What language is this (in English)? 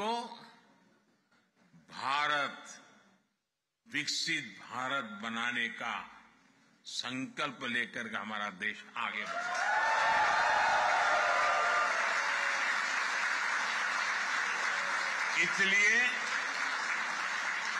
Hindi